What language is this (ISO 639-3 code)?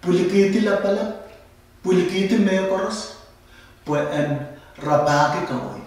pon